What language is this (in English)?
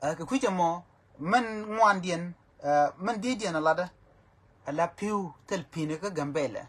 Nuer